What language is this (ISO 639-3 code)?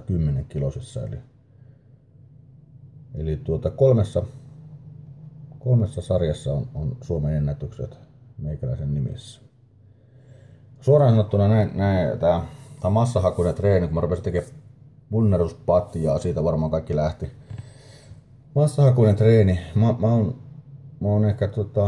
fin